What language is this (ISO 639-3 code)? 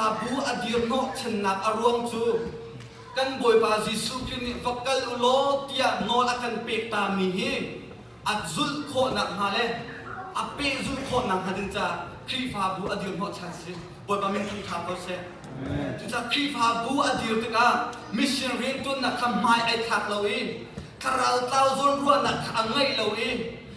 cnh